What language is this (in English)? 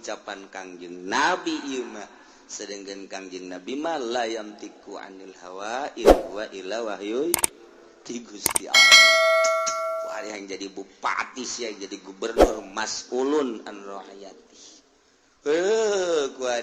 Sundanese